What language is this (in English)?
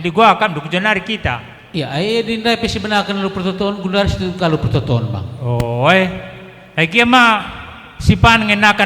Batak Karo